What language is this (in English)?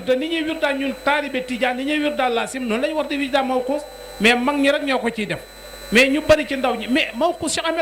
Wolof